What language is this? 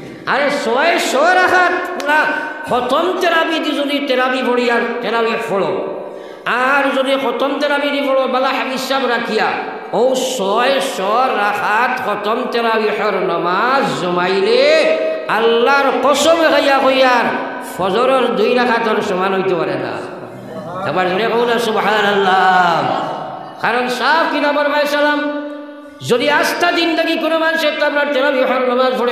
Sylheti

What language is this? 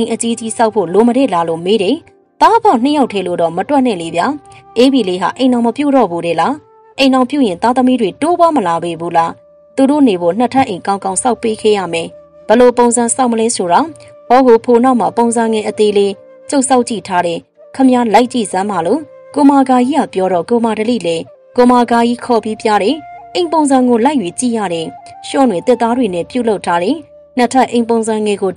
Burmese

